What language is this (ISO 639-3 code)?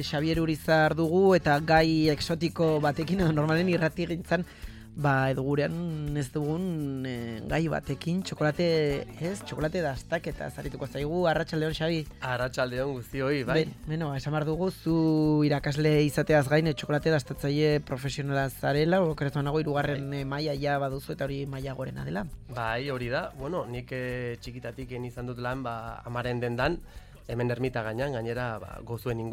eus